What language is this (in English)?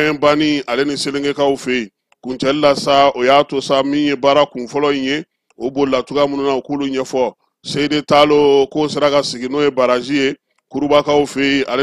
Bambara